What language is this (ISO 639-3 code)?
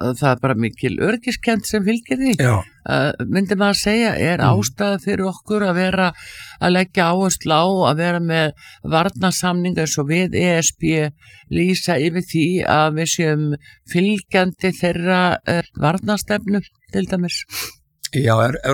isl